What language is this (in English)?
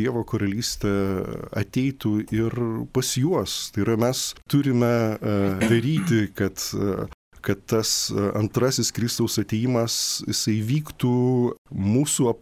Lithuanian